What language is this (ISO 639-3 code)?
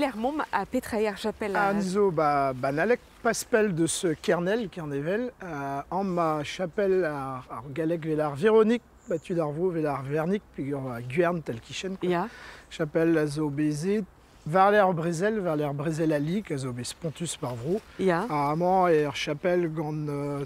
bre